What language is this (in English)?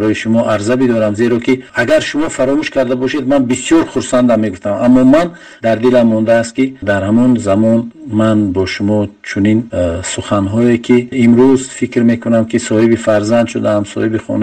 Tajik